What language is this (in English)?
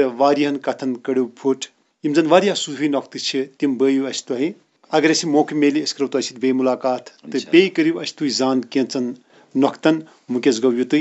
Kashmiri